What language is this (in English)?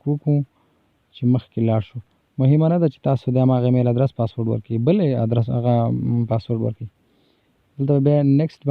Pashto